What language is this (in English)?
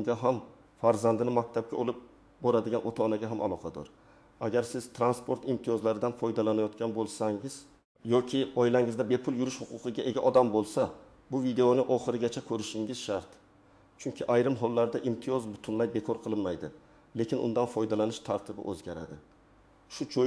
Uzbek